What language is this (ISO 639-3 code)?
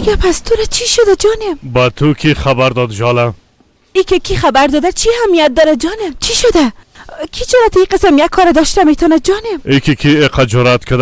fas